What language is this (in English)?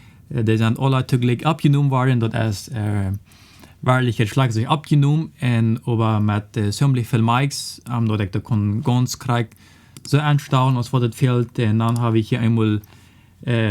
Plautdietsch